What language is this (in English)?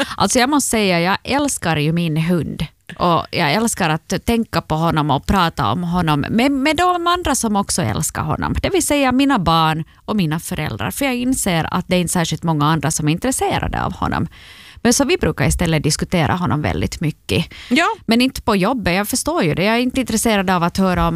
Swedish